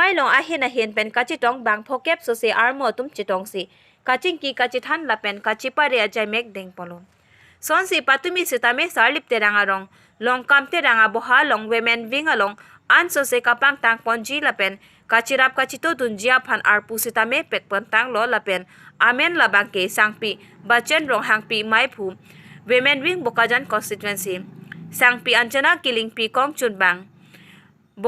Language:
Karbi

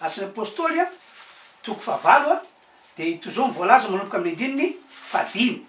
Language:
Malagasy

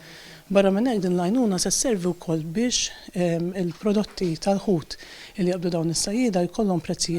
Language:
Maltese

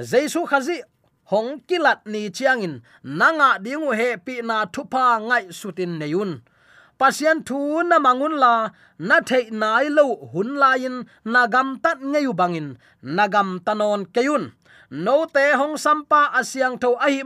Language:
Tedim Chin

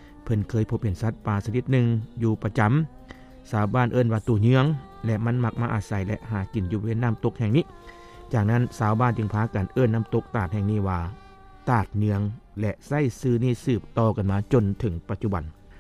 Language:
Lao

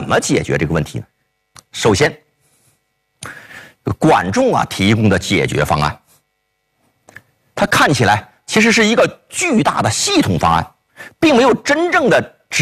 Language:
Chinese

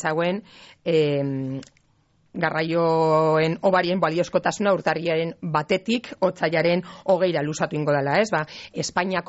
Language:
Basque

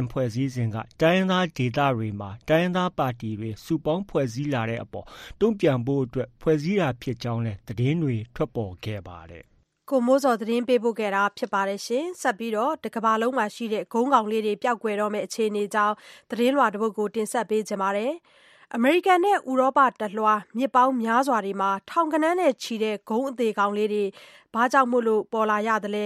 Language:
Burmese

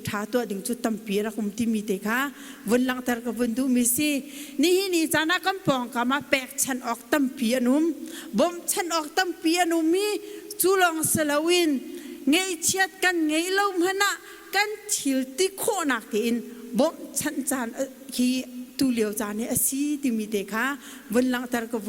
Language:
Hakha Chin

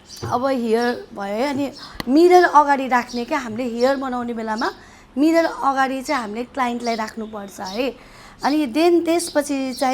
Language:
Nepali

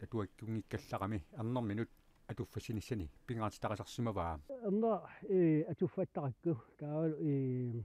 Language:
Kalaallisut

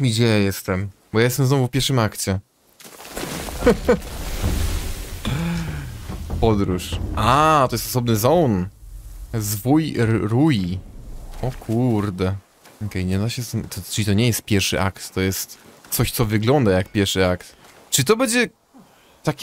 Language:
Polish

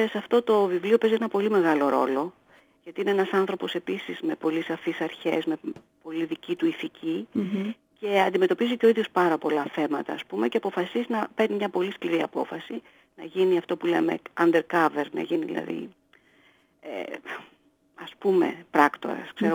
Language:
Greek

